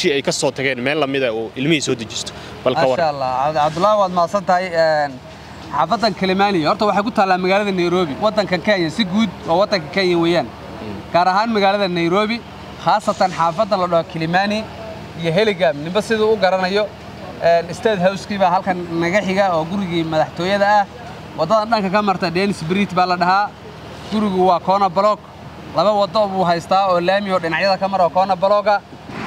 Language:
Somali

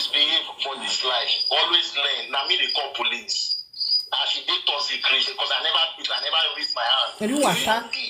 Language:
Nigerian Pidgin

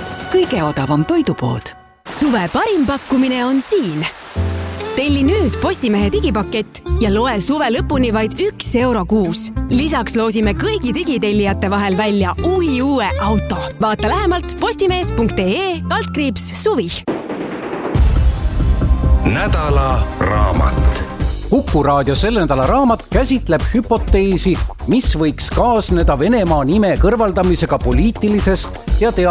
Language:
Estonian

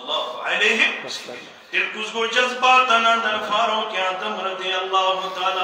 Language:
Kashmiri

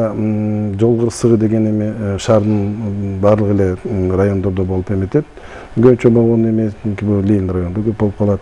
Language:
Kyrgyz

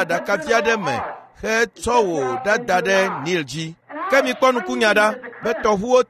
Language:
Ewe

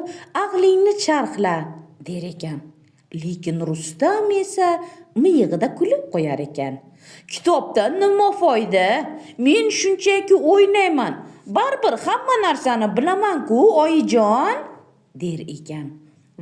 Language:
Uzbek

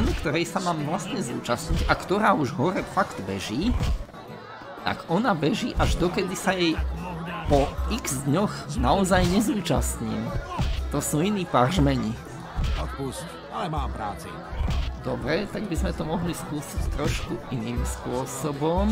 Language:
Slovak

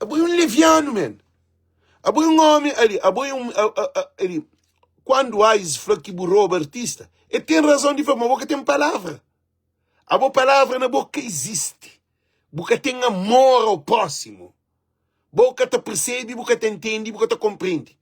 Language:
Kabuverdianu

